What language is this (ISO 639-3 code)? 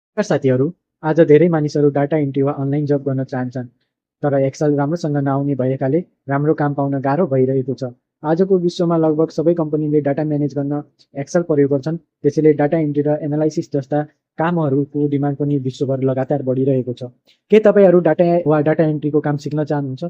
nep